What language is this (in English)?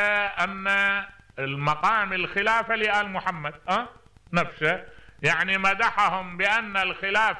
Mesopotamian Arabic